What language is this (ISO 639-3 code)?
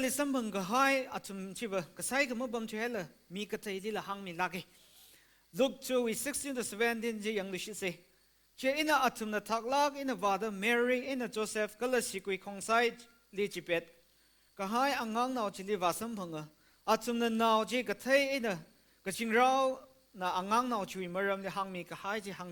nmf